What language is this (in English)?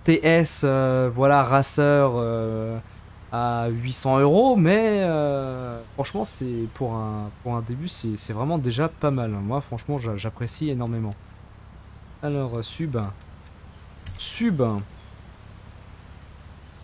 French